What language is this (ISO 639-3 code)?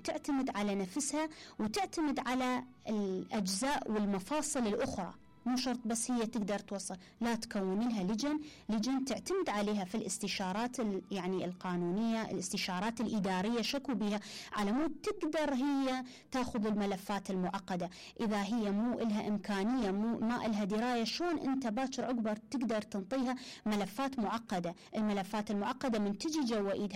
acm